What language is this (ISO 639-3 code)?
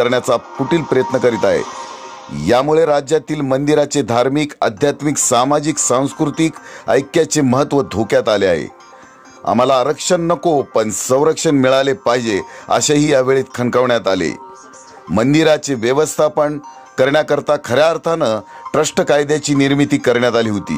mar